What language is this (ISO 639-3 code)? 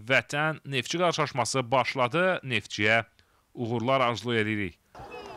aze